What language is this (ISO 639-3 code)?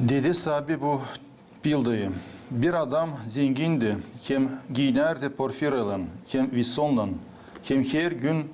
gag